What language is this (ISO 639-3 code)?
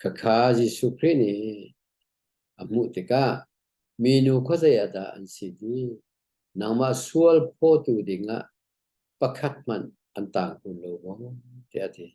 cnh